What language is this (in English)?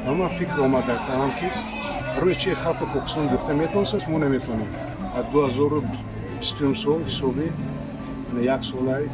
Tajik